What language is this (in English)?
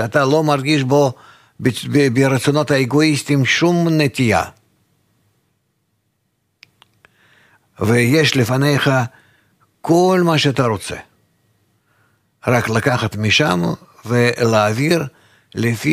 Hebrew